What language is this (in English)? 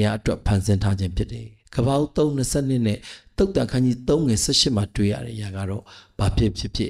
Burmese